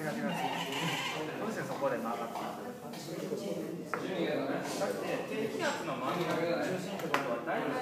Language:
Japanese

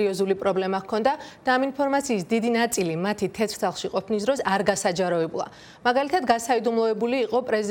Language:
Georgian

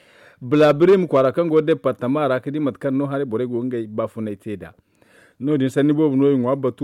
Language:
Zarma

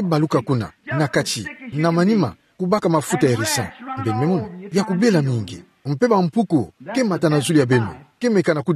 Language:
Kituba (Democratic Republic of Congo)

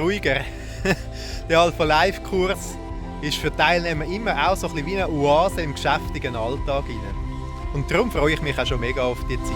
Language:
Swiss German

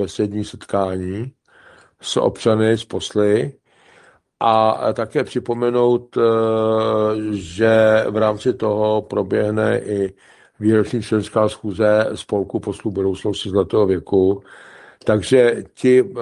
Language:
Czech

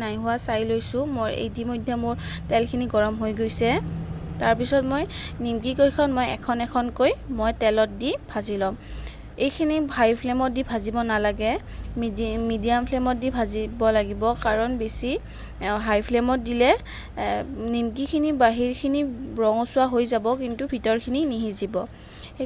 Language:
Assamese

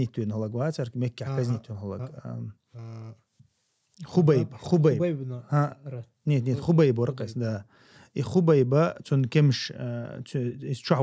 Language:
Chechen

